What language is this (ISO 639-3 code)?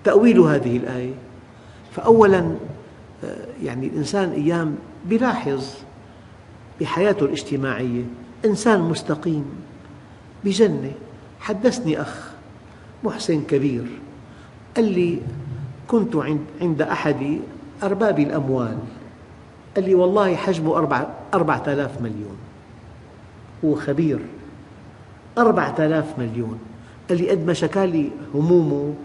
ara